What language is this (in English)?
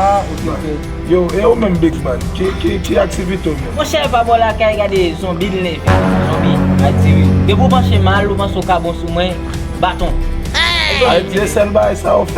Haitian Creole